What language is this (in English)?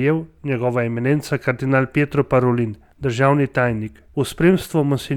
Slovenian